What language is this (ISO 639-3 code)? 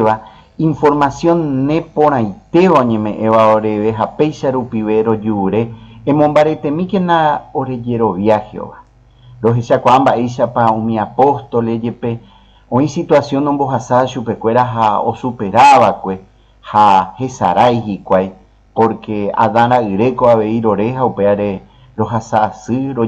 grn